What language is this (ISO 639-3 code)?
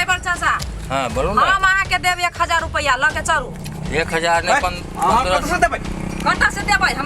mai